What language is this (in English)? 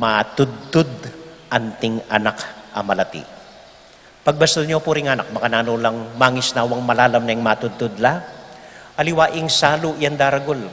Pampanga